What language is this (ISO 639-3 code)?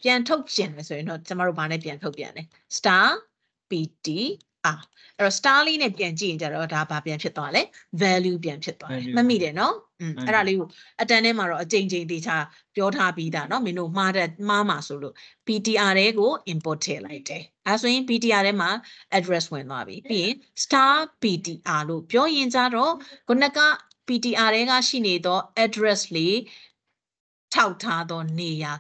mya